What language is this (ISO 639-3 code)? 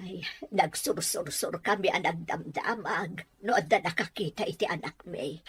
ilo